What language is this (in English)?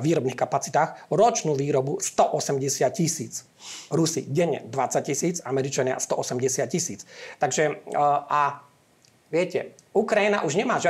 Slovak